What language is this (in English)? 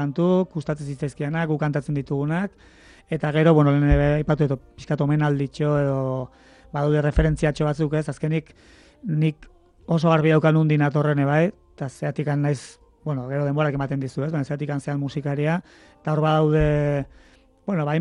Basque